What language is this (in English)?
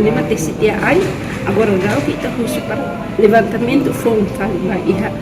Tetum